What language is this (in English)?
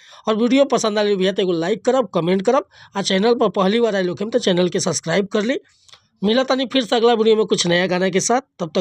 Bhojpuri